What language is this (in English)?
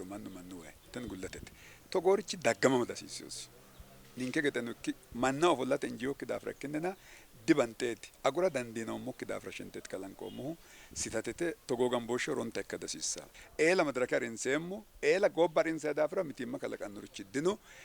Sidamo